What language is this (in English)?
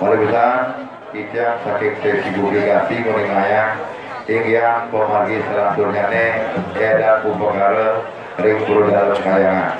Balinese